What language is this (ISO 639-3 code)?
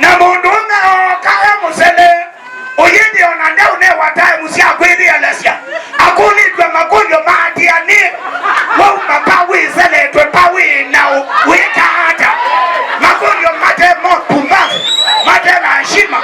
kam